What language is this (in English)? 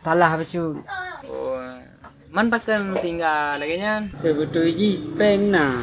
Achinese